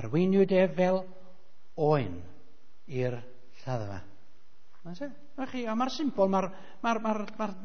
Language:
Welsh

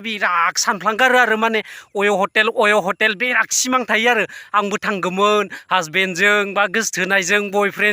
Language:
Bodo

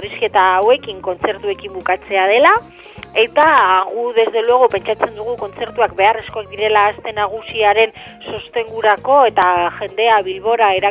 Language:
Basque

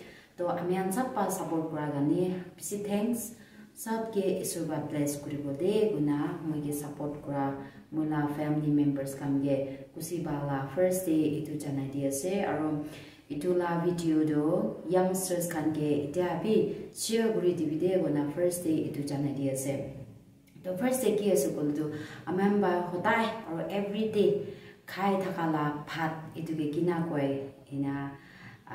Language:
Naga Pidgin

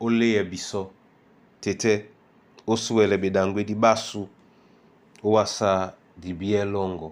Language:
Duala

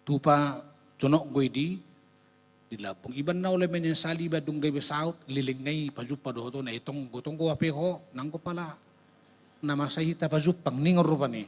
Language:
Batak Toba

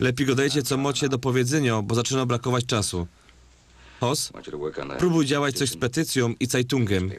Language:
Silesian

